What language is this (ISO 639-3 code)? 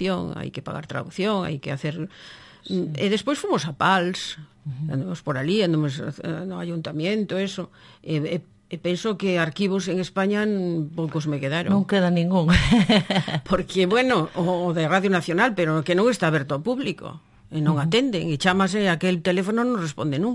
glg